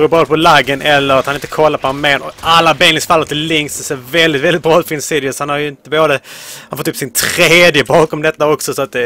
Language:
Swedish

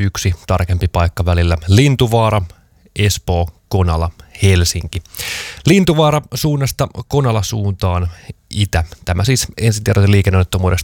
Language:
Finnish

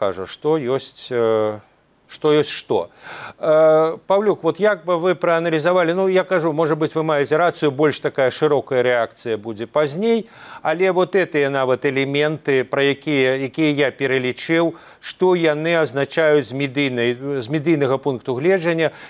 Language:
Belarusian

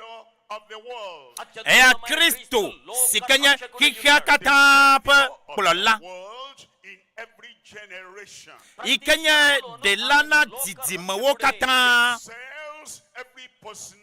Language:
Ewe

